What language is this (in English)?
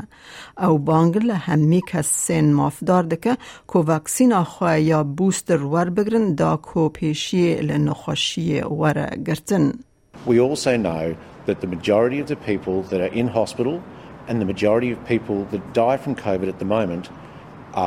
Kurdish